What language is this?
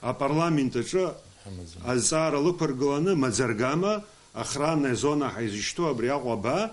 Abkhazian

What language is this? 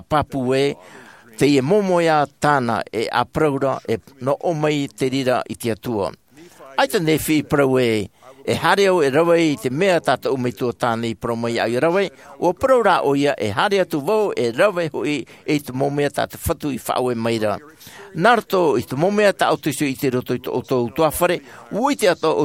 Tahitian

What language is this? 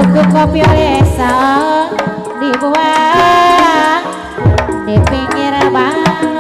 Sundanese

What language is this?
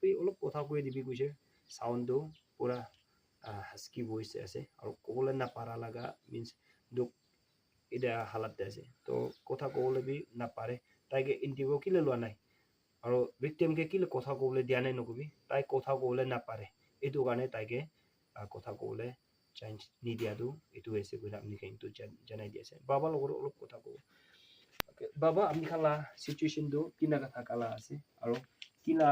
Naga Pidgin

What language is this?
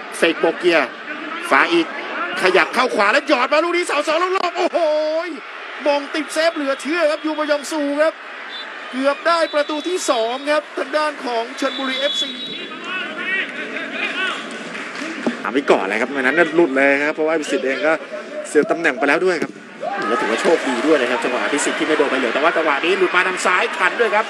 Thai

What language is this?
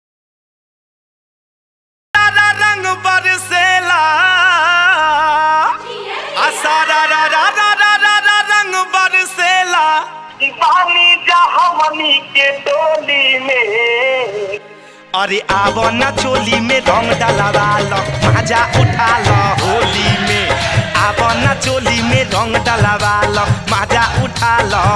Bhojpuri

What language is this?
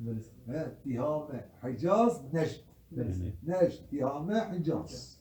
Kurdish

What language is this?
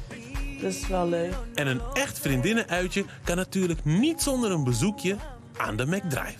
Dutch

